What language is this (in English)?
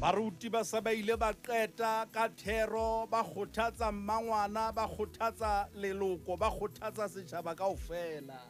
Southern Sotho